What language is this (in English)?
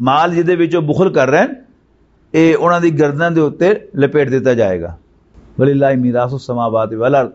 Western Panjabi